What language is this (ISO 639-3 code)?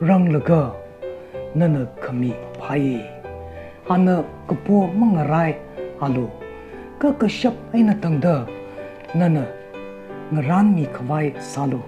nmf